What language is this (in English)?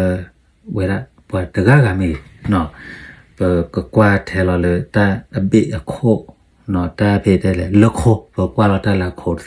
S'gaw Karen